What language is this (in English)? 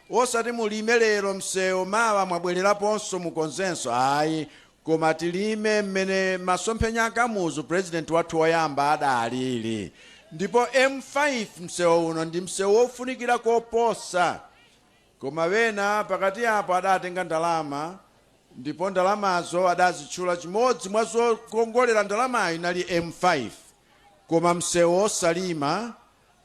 Nyanja